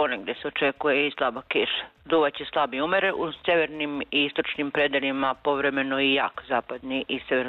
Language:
Serbian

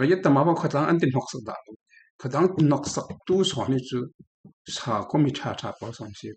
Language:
Falam Chin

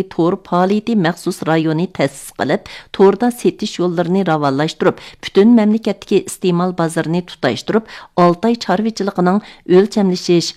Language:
Uyghur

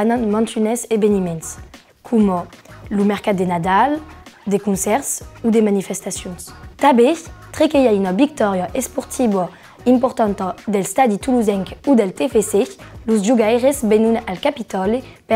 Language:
Occitan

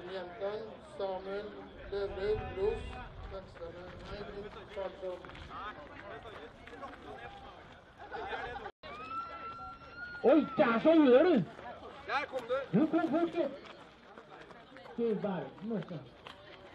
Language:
Swedish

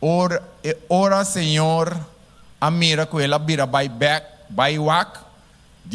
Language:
Papiamento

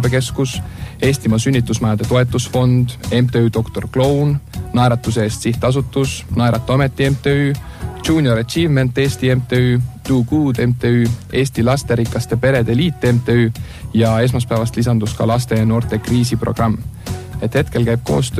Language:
Estonian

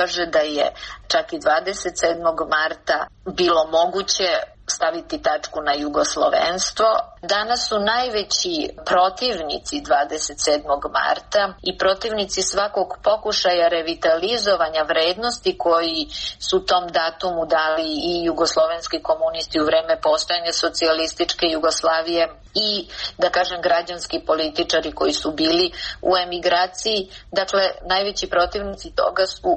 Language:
Serbian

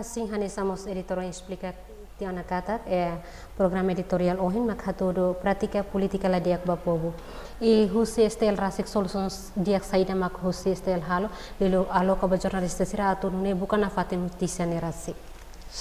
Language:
Tetum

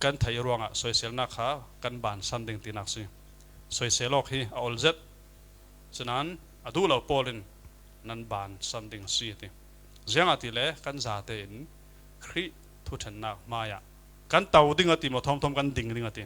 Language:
Falam Chin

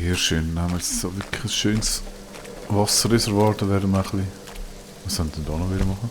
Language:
Swiss German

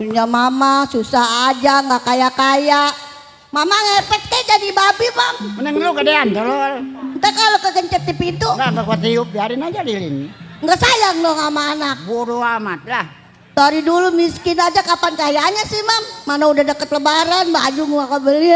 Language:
Betawi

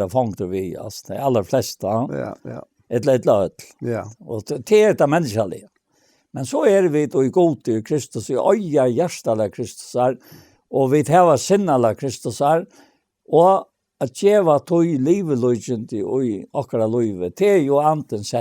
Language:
Faroese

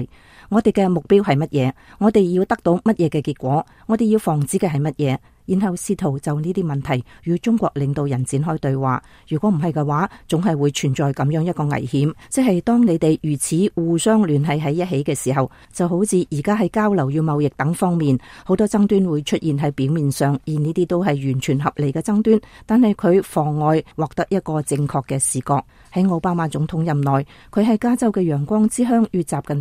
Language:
Cantonese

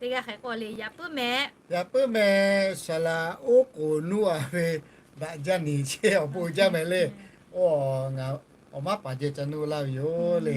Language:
Lahu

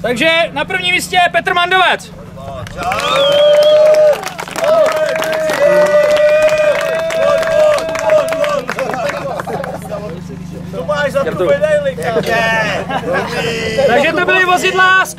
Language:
Czech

